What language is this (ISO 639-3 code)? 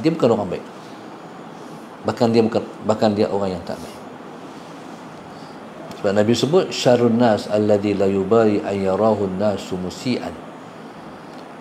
msa